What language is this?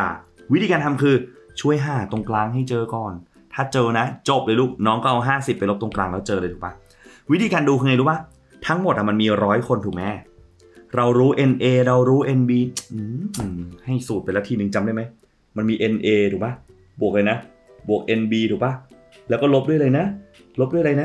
Thai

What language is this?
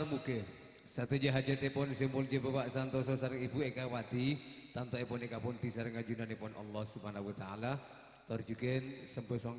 Madurese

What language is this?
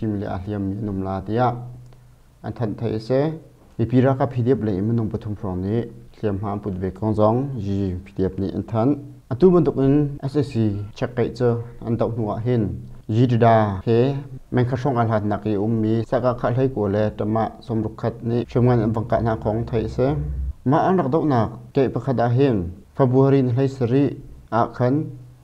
Hakha Chin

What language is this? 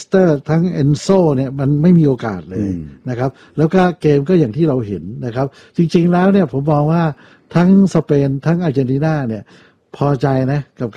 Thai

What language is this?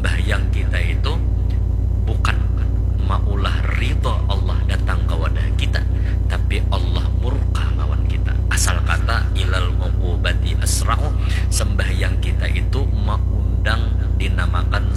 Banjar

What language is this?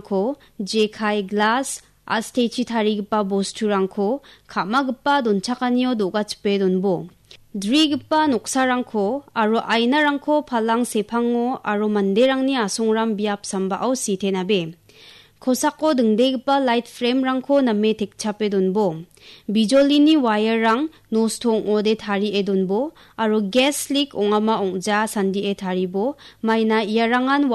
Garo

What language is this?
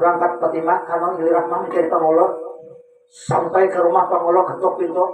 Banjar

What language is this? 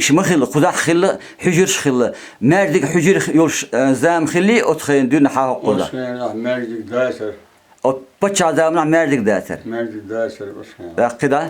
Chechen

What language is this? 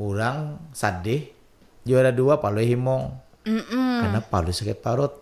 Banjar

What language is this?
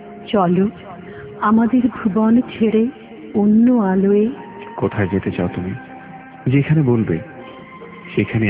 Bangla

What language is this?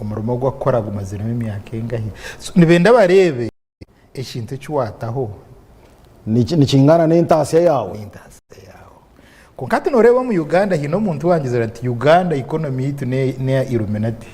Nyankole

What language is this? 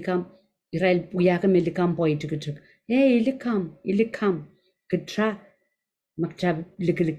Pohnpeian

